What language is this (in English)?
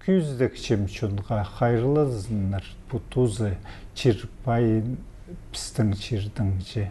Khakas